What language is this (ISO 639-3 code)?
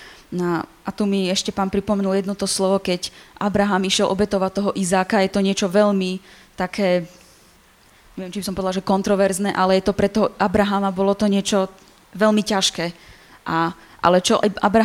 slk